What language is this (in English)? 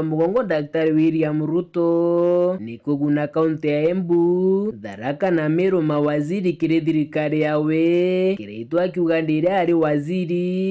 Meru